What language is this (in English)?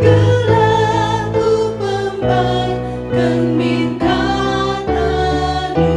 Batak Karo